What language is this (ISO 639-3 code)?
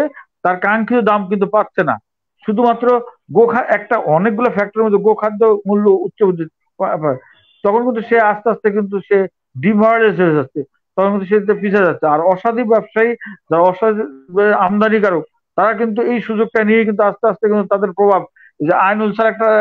ben